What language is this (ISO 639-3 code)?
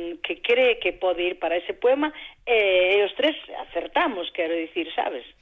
glg